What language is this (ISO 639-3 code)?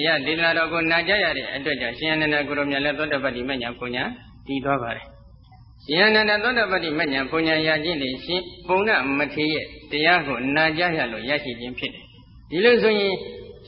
mya